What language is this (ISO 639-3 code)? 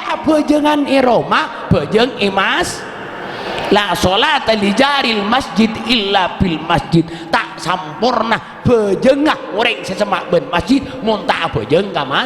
mad